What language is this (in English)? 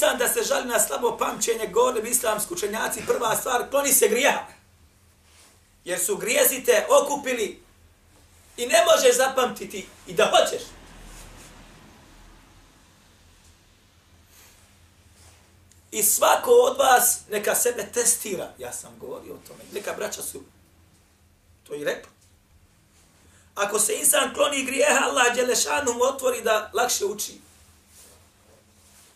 Bosnian